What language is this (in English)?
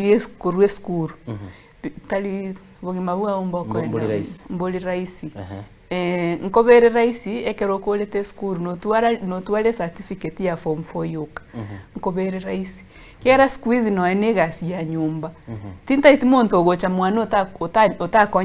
Gusii